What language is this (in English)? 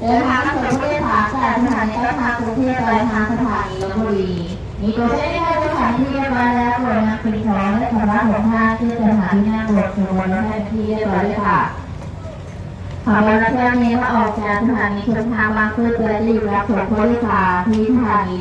Lao